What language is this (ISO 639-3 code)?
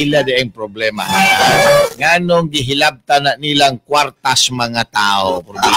ceb